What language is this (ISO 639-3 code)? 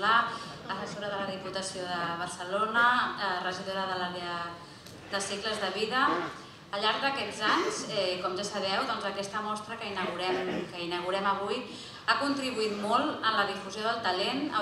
cat